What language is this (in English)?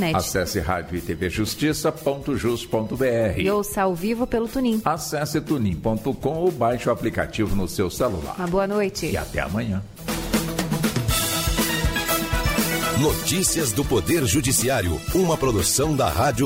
Portuguese